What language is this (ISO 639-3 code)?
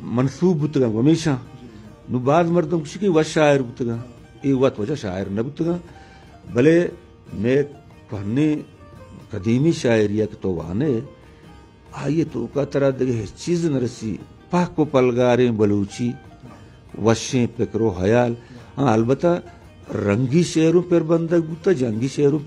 bgp